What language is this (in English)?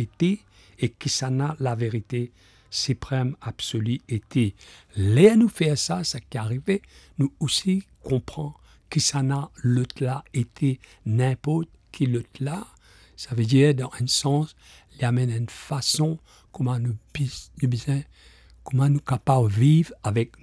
Morisyen